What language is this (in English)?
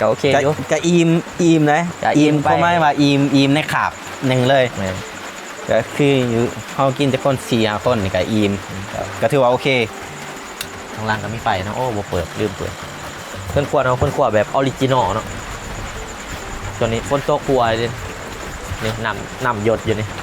Lao